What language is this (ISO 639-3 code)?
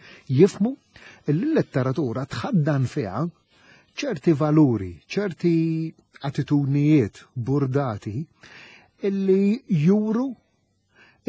mlt